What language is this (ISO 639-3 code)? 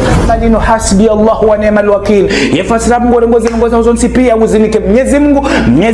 zdj